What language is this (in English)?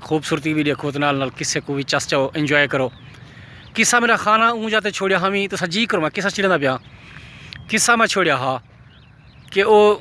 Saraiki